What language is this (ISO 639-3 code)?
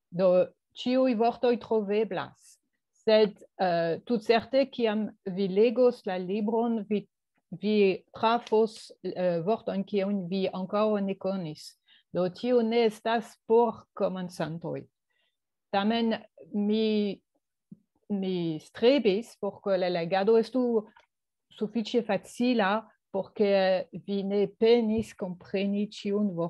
epo